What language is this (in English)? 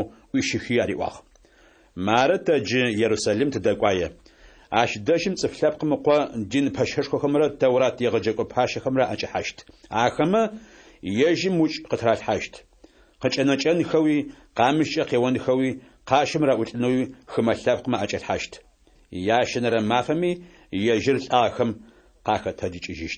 Adyghe